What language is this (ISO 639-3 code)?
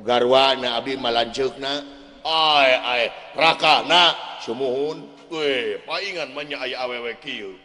sun